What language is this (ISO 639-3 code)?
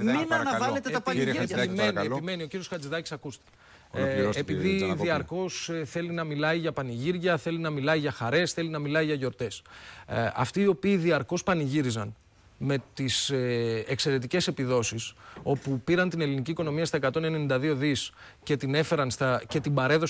ell